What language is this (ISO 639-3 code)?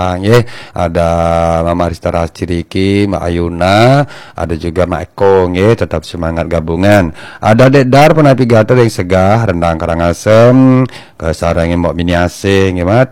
ban